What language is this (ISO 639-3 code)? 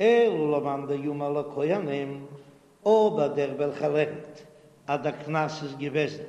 yid